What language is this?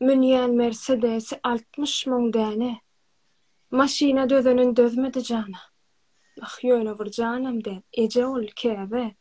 Turkmen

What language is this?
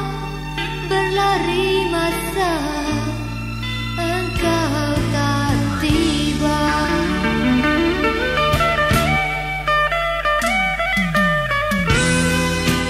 Malay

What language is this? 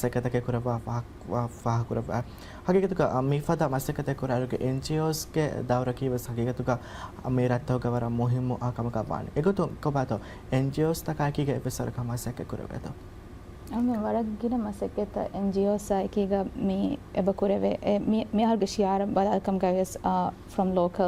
Divehi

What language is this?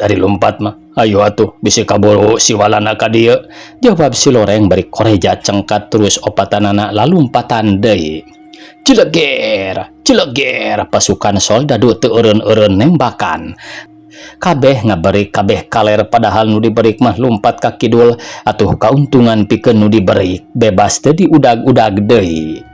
Sundanese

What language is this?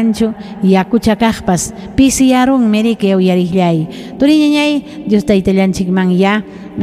Ayacucho Quechua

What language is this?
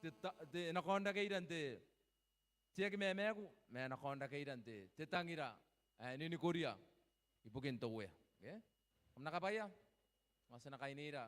Gilbertese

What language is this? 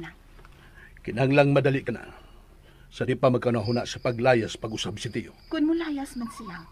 Cebuano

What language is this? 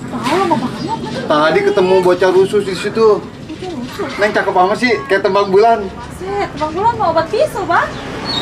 Betawi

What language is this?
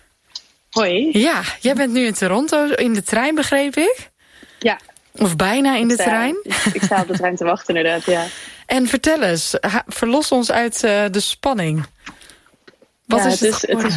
Dutch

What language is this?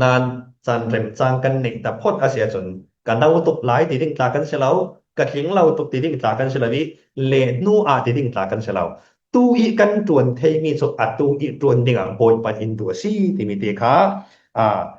Falam Chin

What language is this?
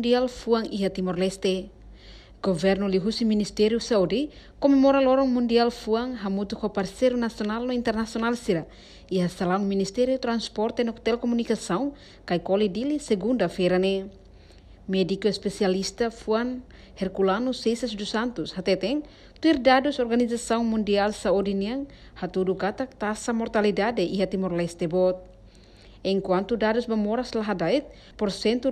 Tetum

